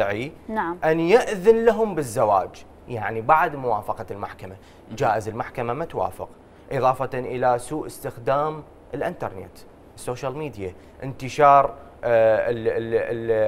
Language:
Mesopotamian Arabic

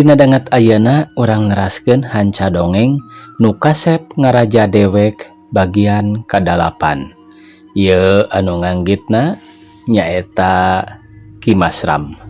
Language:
Sundanese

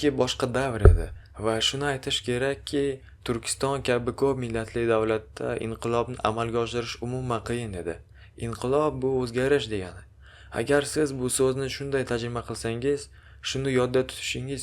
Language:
Uzbek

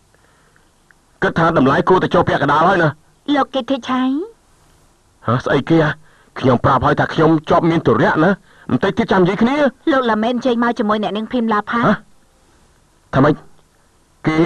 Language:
Khmer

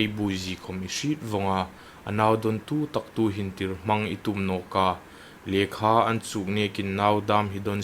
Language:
Hmar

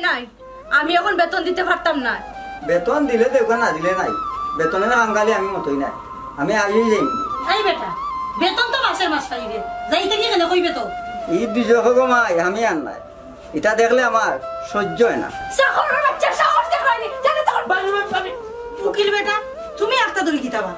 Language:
Sylheti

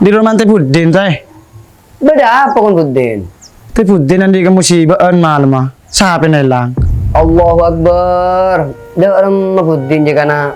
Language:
Madurese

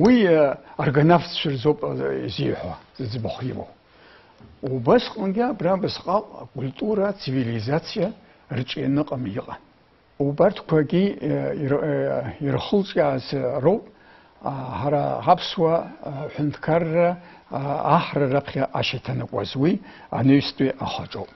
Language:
Abkhazian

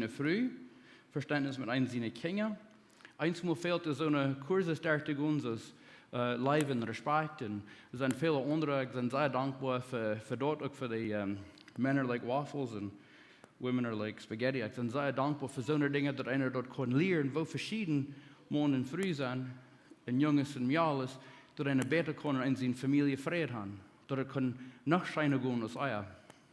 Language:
Plautdietsch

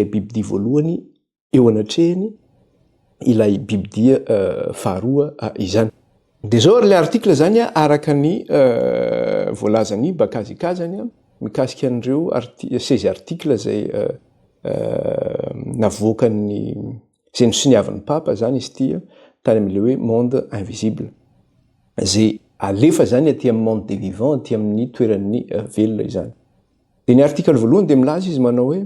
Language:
Malagasy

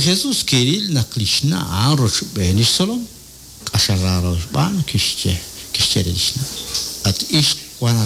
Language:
Kekchí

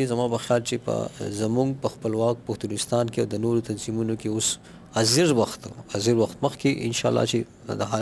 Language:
Pashto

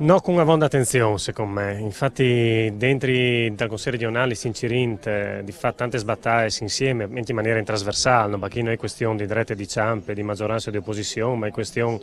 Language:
Friulian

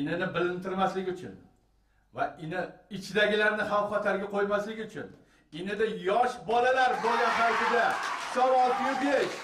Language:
Uzbek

